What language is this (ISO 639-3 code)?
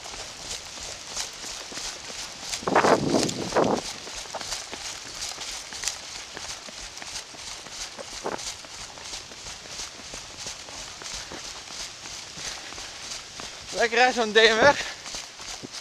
nld